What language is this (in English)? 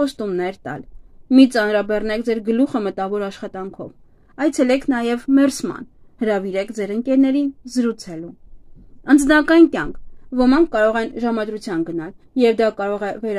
Armenian